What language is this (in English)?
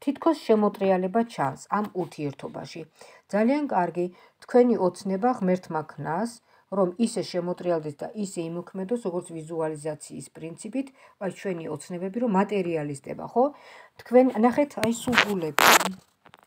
Georgian